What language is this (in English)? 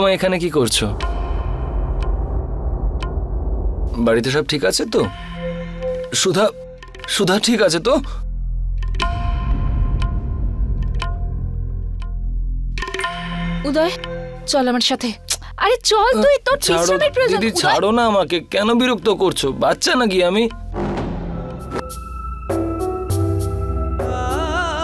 Bangla